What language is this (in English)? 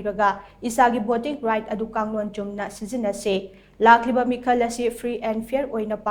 Manipuri